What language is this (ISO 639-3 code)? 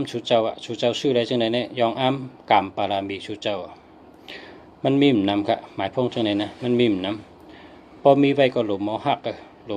shn